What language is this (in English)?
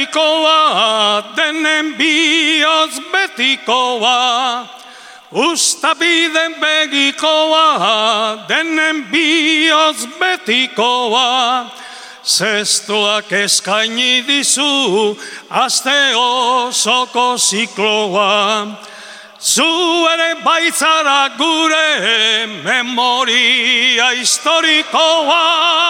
Basque